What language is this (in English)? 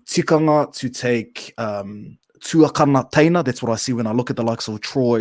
Māori